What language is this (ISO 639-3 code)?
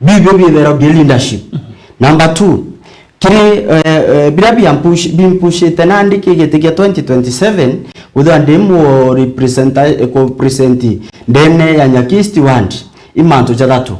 mer